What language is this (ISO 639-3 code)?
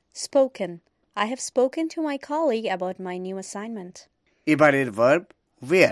ben